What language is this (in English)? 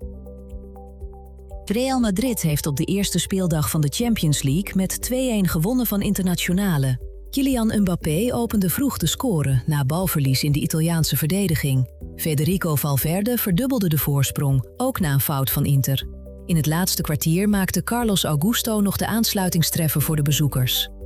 Dutch